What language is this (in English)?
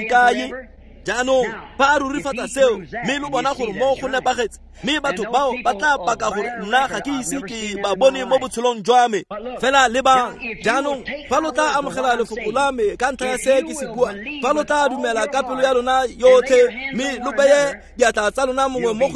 Tswana